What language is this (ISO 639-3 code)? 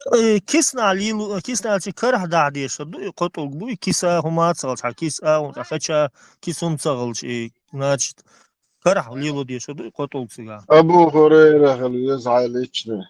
che